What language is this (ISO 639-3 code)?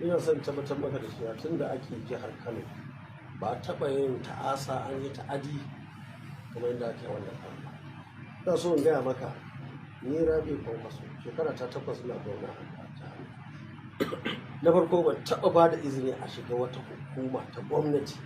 hau